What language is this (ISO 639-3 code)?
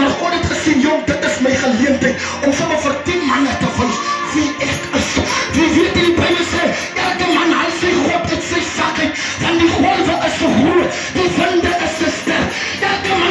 afr